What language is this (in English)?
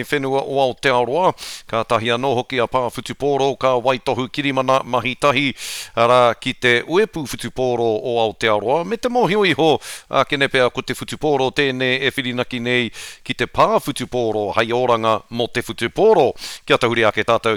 Māori